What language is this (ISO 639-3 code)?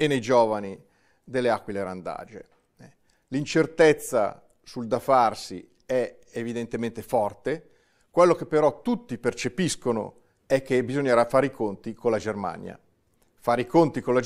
ita